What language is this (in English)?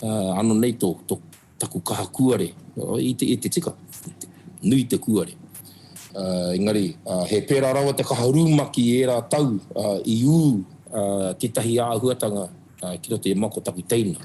Māori